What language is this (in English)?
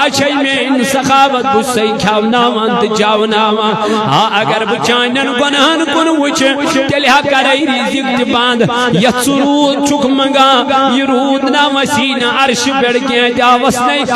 Kashmiri